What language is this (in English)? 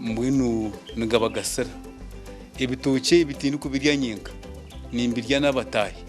Nyankole